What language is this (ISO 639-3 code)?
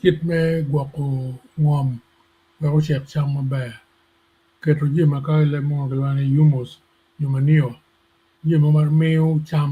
ach